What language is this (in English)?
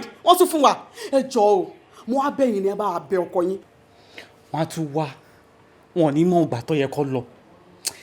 Yoruba